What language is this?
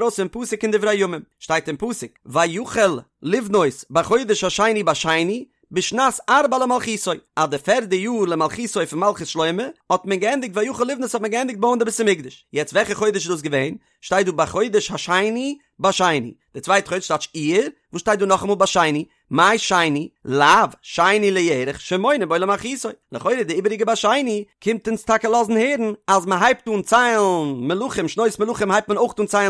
Yiddish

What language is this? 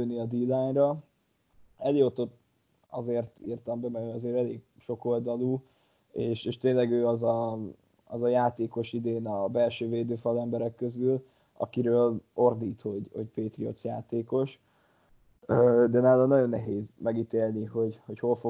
Hungarian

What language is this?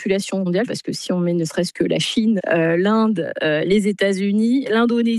French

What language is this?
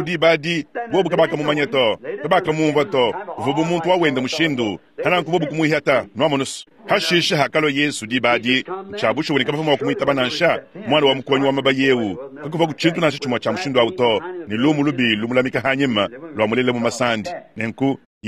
Luba-Lulua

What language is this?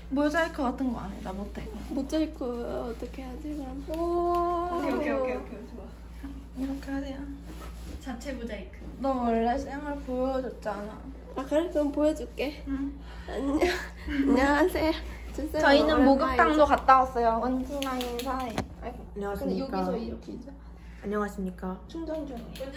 Korean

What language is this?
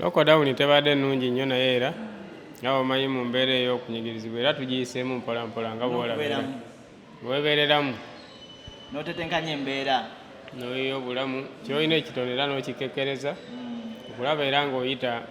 Ganda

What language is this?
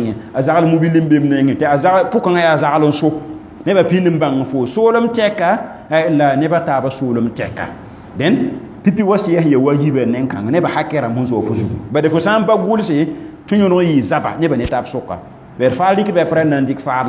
Mossi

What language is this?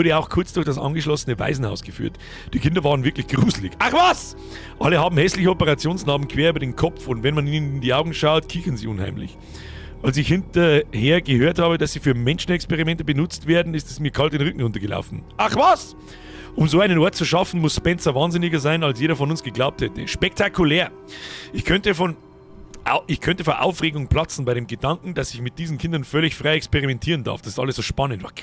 Bavarian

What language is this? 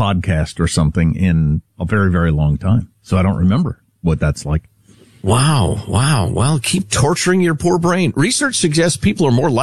English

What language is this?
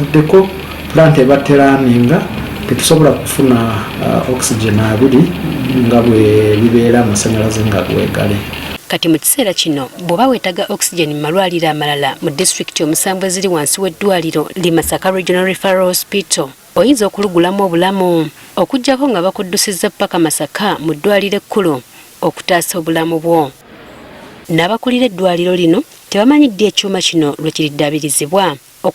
Ganda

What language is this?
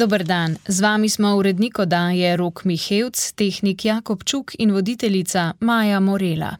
Slovenian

